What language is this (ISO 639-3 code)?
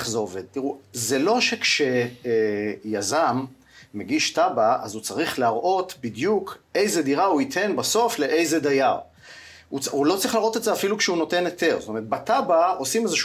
heb